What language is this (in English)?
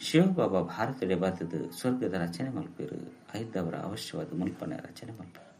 Tulu